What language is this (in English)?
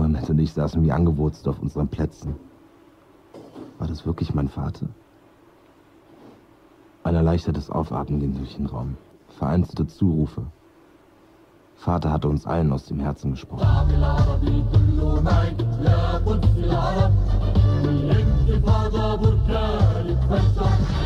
German